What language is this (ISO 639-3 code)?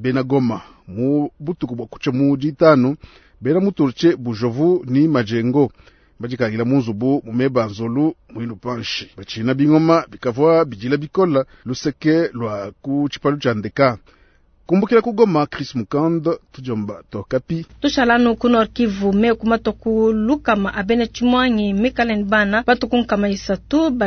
lua